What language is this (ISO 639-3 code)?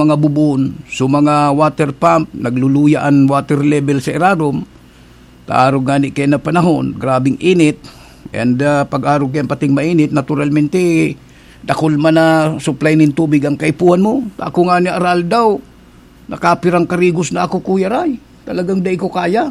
bik